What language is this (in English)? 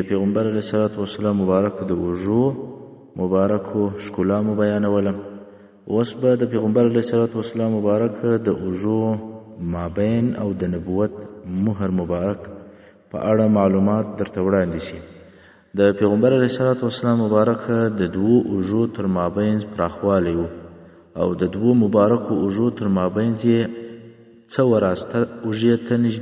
Pashto